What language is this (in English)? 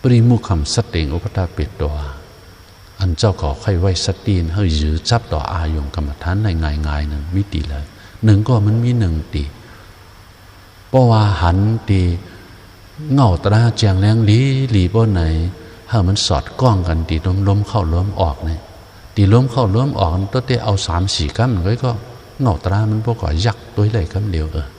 Shan